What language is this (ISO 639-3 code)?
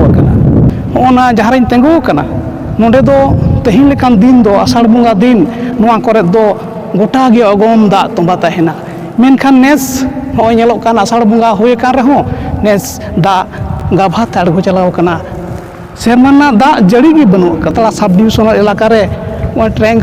sat